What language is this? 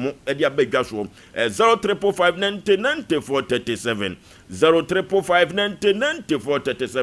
Akan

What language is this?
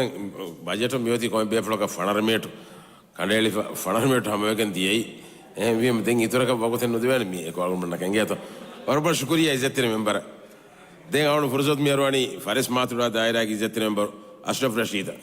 Divehi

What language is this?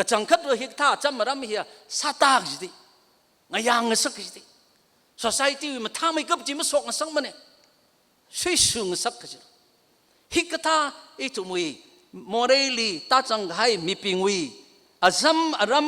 Tangkhul Naga (India)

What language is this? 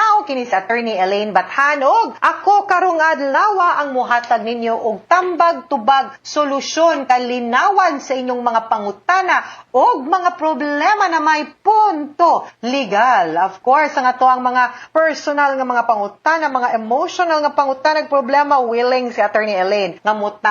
Cebuano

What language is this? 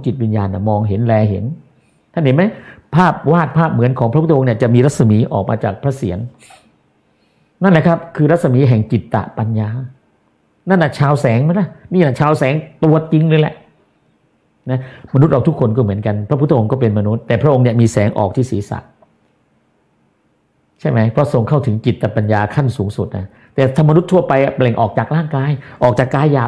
Thai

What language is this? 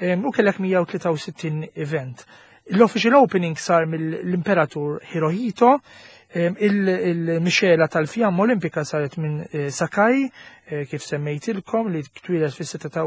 Maltese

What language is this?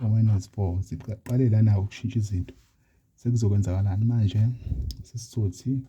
Zulu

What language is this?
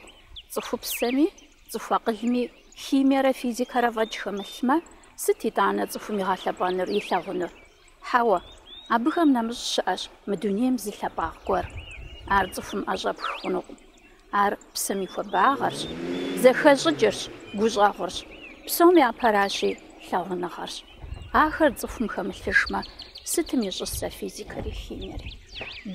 Kabardian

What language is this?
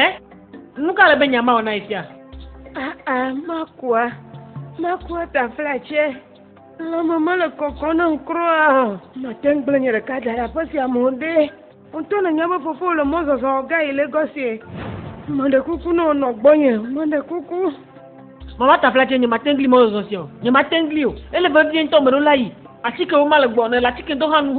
Ewe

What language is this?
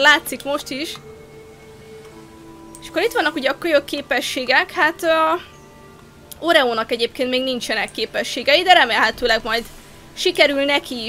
Hungarian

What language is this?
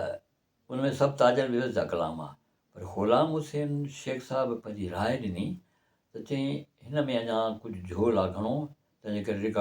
Sindhi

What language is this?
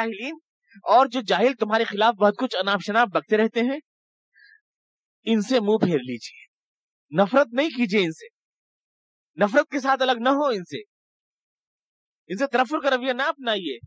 Urdu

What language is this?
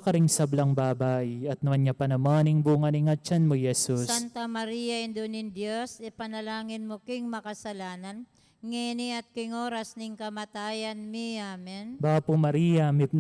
Pampanga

